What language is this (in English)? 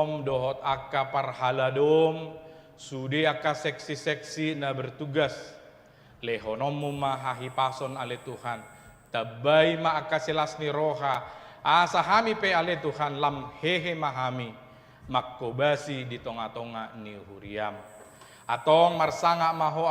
Batak Toba